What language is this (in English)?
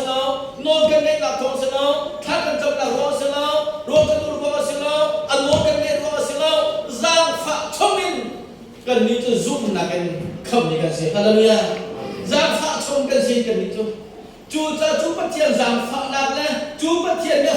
Hakha Chin